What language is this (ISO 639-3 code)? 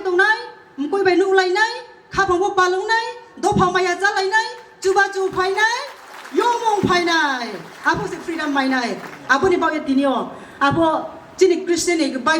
trp